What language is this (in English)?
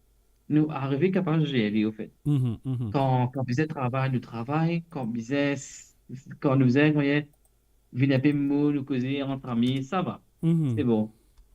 Morisyen